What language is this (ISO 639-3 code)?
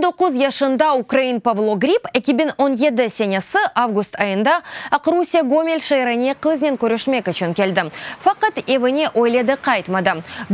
crh